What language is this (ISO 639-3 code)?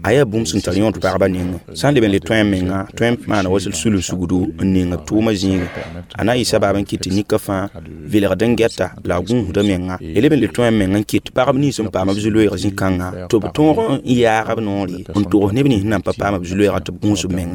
mos